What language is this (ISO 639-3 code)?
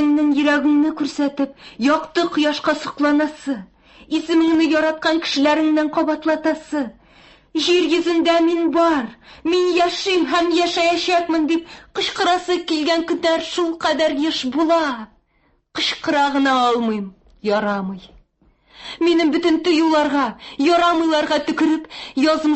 tat